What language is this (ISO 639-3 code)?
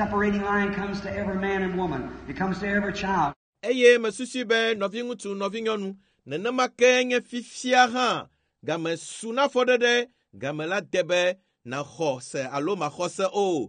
ewe